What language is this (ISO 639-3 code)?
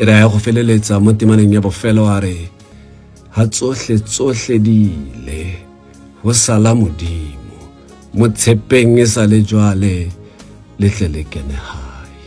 tsn